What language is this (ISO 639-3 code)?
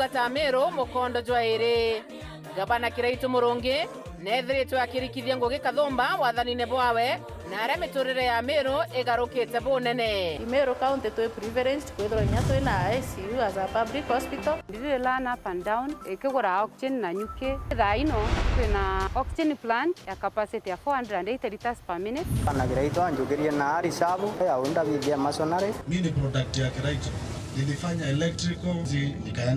mer